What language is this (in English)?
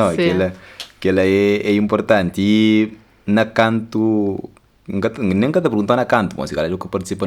Kabuverdianu